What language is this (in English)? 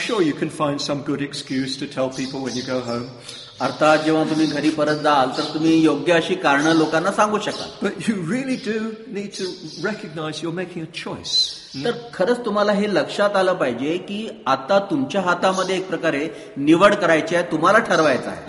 Marathi